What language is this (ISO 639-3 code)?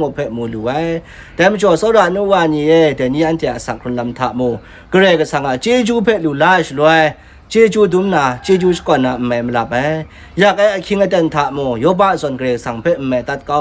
kac